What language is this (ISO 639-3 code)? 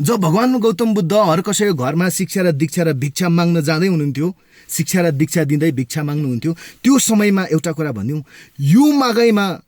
nep